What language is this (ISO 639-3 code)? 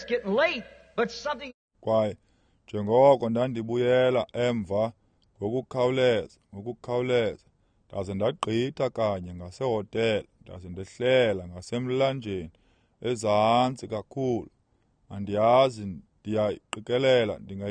xho